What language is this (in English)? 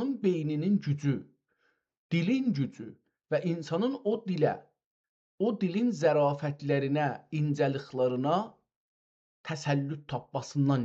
South Azerbaijani